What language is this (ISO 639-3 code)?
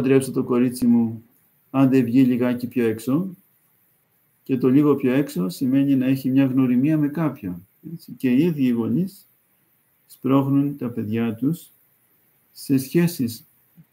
ell